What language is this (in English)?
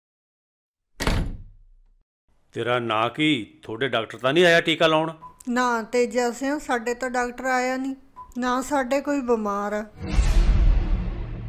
Punjabi